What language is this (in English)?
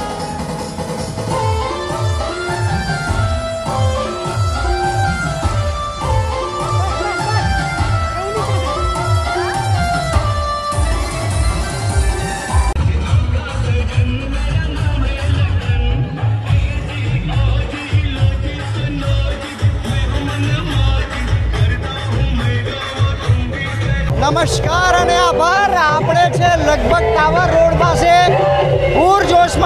Gujarati